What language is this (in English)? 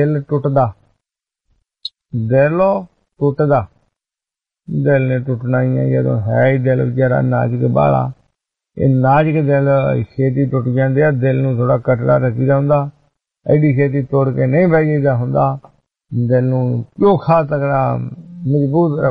Punjabi